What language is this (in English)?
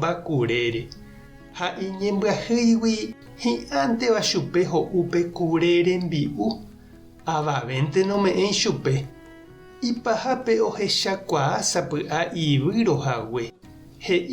Guarani